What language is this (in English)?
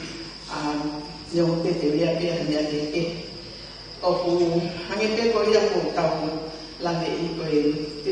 Tongan